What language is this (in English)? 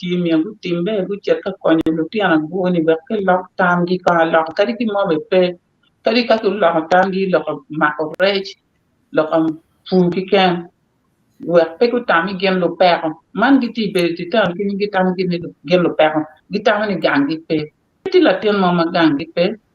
Acoli